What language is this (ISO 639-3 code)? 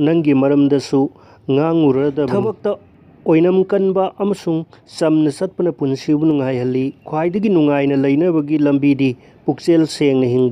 mni